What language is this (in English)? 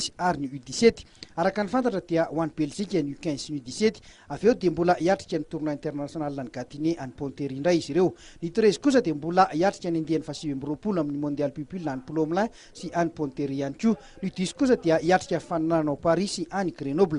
Malagasy